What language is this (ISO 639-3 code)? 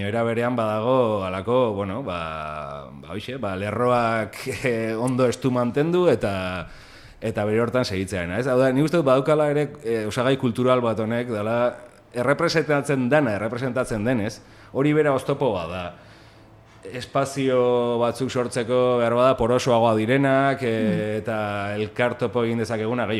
eus